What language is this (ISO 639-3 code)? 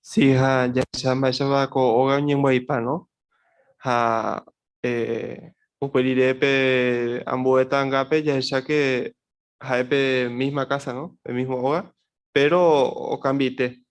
grn